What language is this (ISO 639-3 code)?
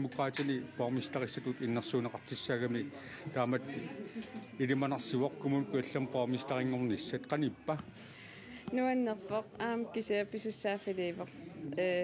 kal